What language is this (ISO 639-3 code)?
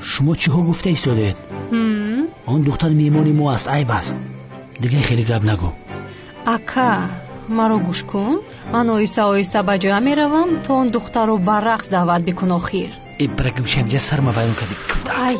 tgk